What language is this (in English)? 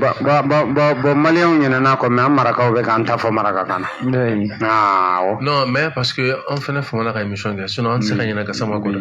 Bambara